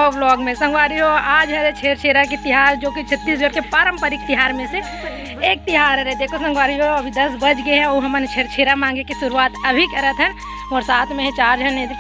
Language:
Chhattisgarhi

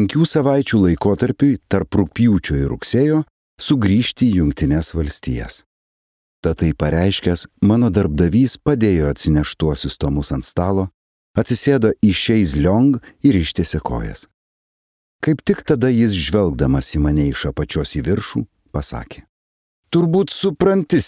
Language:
Lithuanian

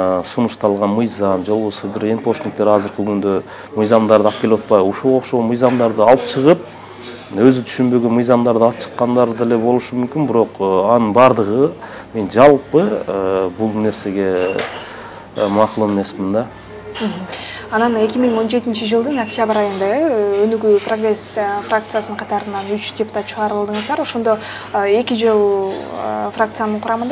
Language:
Kyrgyz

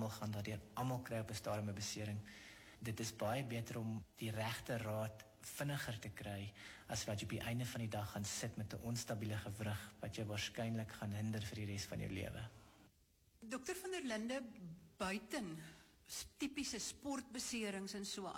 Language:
Afrikaans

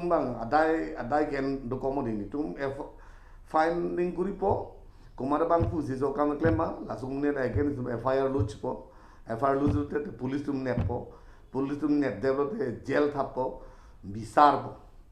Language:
Karbi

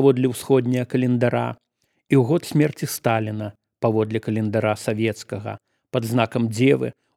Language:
Belarusian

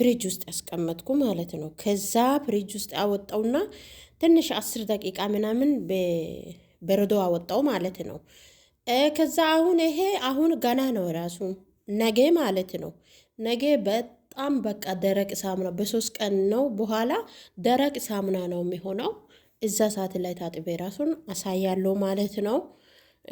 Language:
Amharic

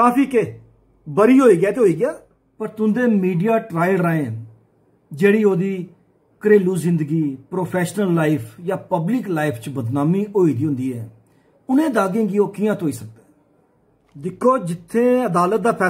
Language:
Dogri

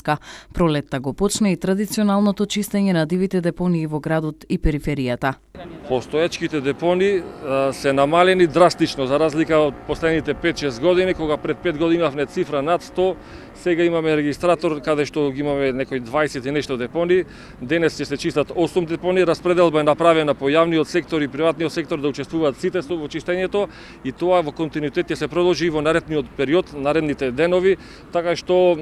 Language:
Macedonian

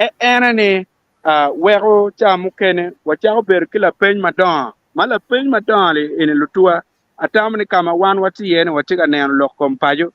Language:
Acoli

